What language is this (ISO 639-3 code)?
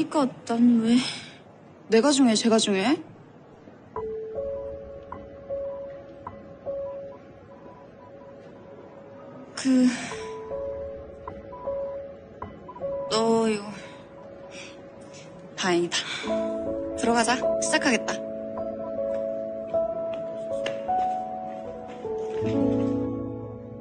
kor